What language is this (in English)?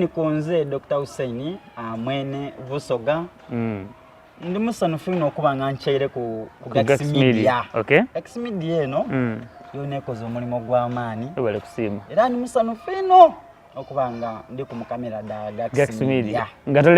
Soga